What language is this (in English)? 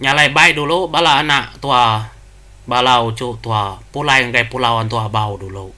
Iban